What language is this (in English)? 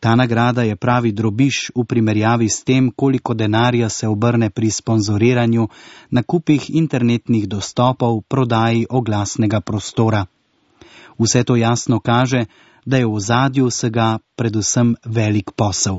Slovenian